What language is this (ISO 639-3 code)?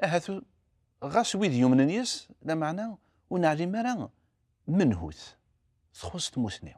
kab